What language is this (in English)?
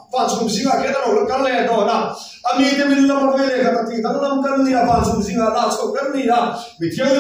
Mizo